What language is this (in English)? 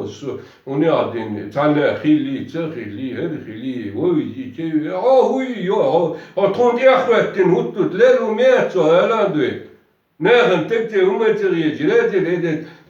Chechen